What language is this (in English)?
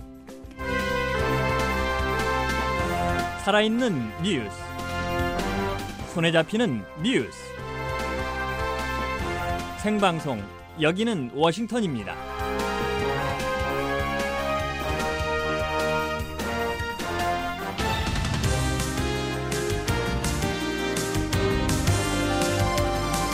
Korean